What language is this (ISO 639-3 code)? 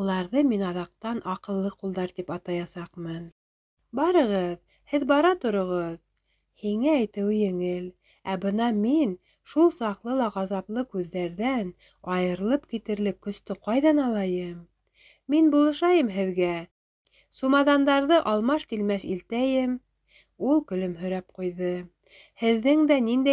bak